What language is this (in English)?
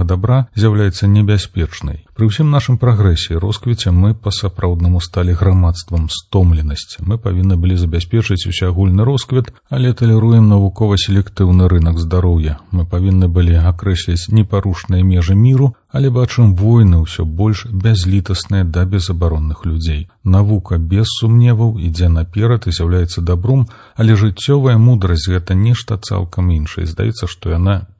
Belarusian